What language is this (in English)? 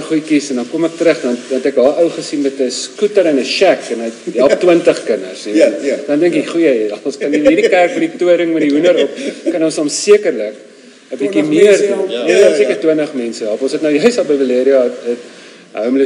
Afrikaans